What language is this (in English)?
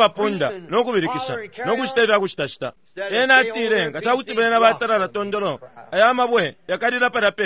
Bemba